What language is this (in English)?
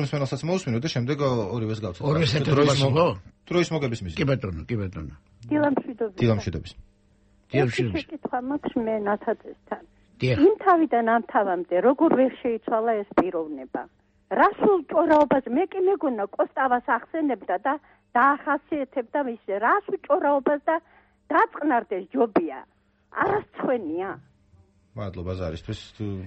Georgian